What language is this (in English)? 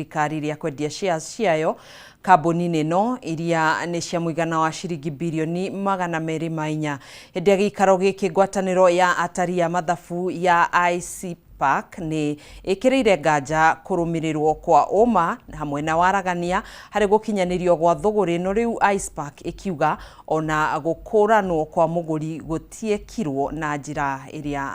Kikuyu